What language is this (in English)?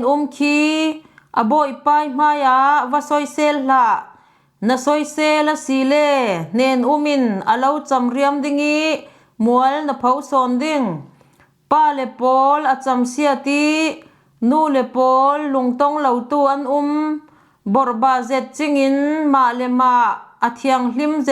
Falam Chin